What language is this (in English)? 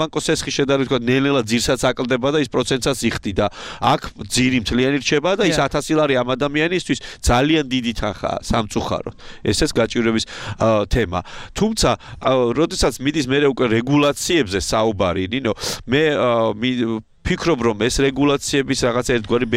Georgian